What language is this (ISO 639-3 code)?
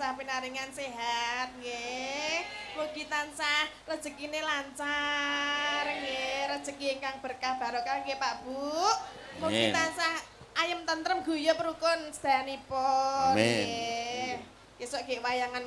jav